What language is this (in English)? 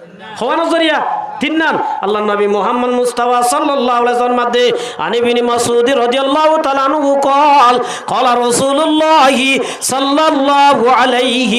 Rohingya